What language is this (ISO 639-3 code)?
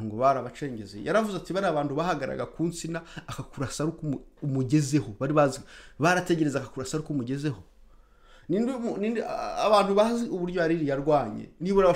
kin